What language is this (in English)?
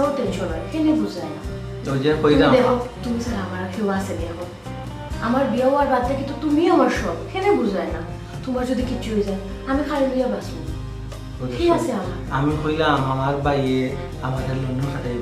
Sylheti